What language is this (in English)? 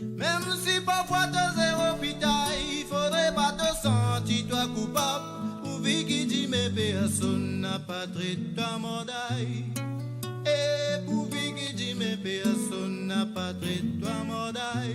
Morisyen